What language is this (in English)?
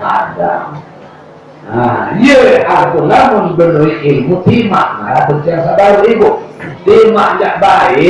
Sasak